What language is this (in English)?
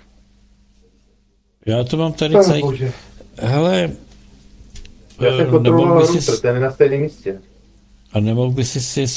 Czech